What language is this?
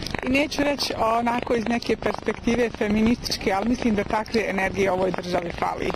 Bosnian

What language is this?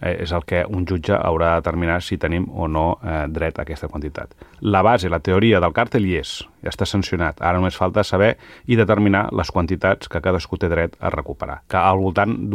Catalan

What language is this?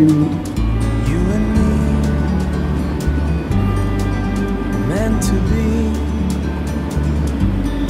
Hindi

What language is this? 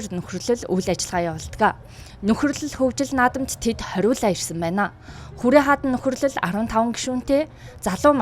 Mongolian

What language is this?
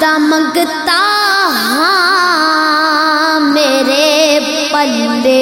Saraiki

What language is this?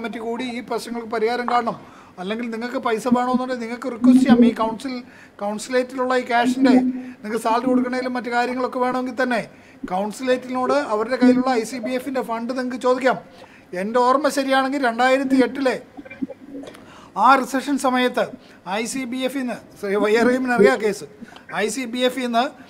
Malayalam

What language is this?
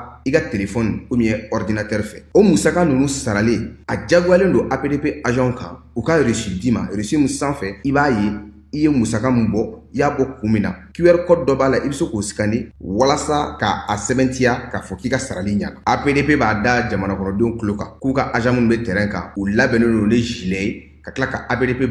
Bambara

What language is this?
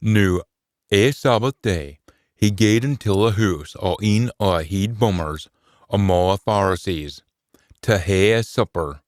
Scots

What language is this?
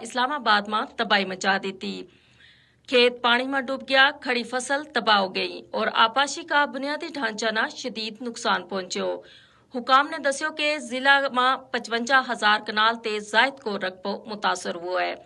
Gujari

